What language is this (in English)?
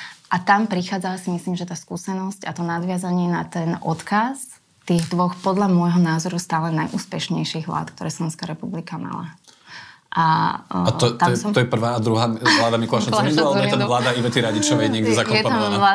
Slovak